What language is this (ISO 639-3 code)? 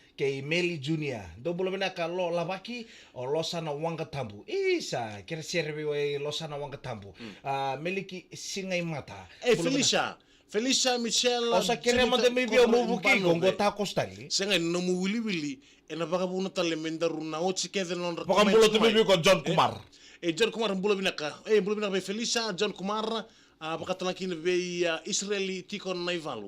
fij